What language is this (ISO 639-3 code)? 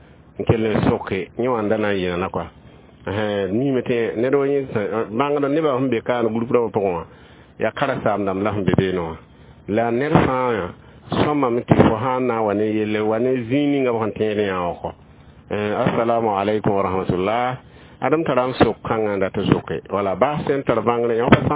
mos